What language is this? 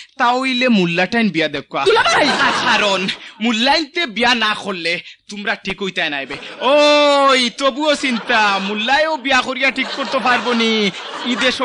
Bangla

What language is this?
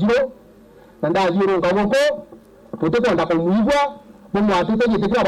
Meru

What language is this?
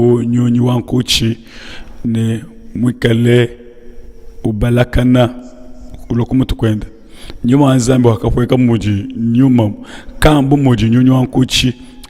Luba-Lulua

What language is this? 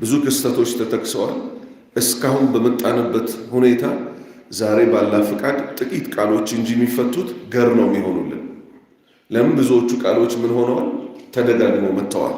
Amharic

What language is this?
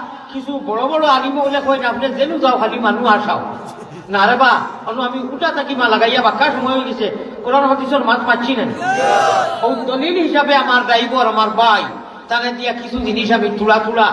Sylheti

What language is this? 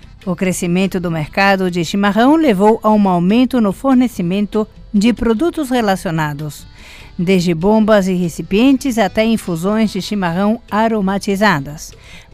Portuguese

